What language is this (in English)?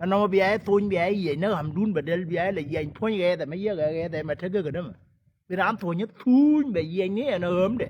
Nuer